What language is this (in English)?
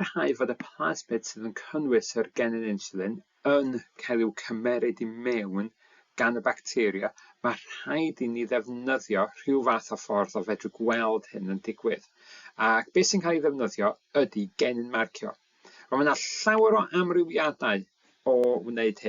Welsh